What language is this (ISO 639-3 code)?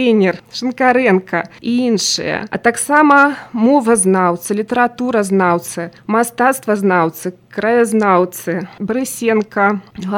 bel